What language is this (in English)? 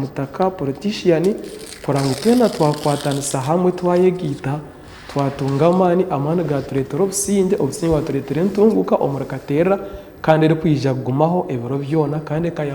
Nyankole